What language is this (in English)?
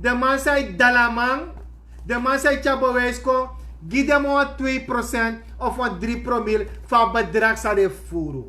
Sranan Tongo